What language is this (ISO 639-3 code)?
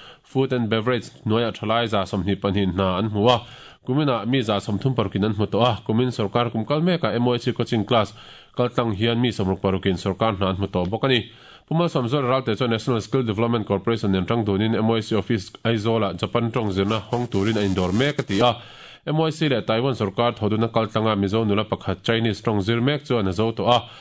lus